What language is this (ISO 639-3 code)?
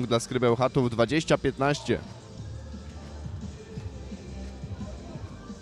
pol